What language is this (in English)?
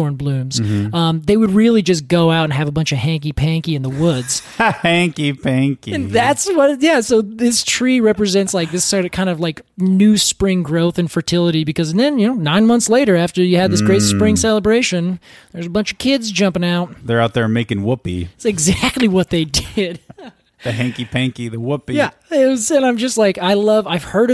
English